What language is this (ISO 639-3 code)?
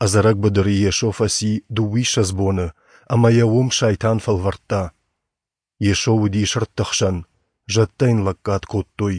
oss